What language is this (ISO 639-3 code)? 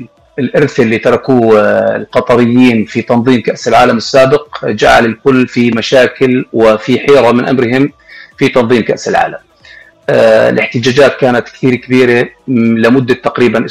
apc